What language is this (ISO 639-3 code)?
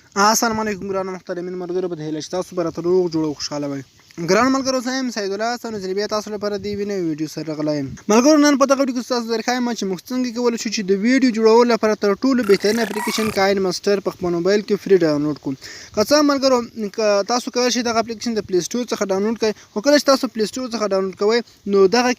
pus